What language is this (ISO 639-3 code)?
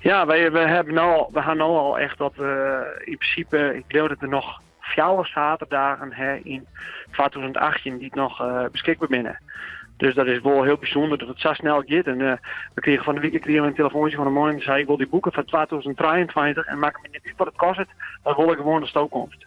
fry